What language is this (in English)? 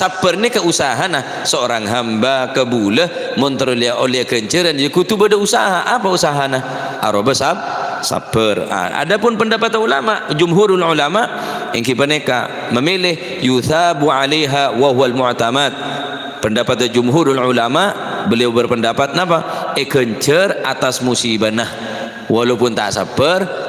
Madurese